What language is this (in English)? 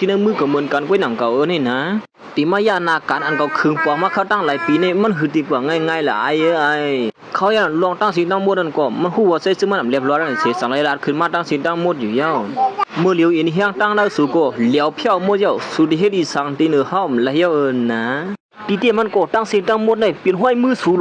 Shan